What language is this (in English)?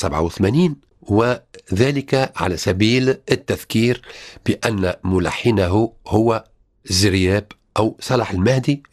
Tunisian Arabic